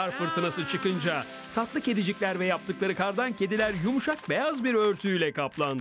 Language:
Turkish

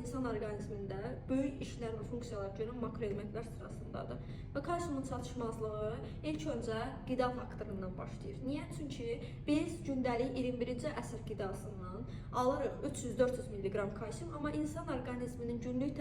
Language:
Azerbaijani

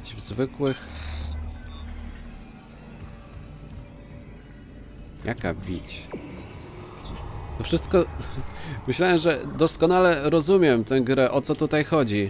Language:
Polish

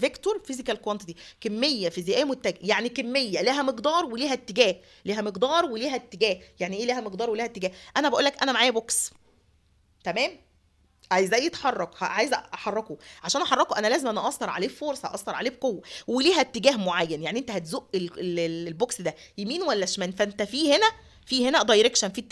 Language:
Egyptian Arabic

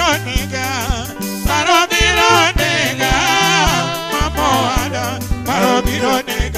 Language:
Luo (Kenya and Tanzania)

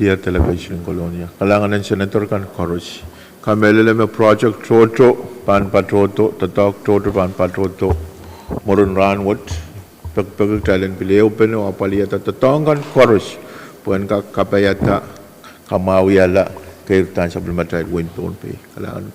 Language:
Pohnpeian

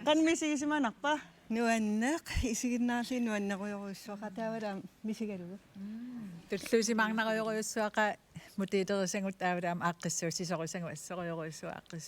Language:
Kalaallisut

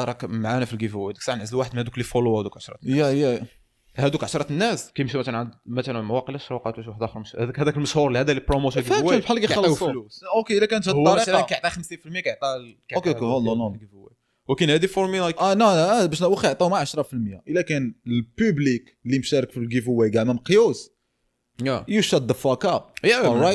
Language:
Moroccan Arabic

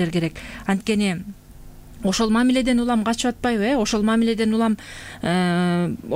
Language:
Kyrgyz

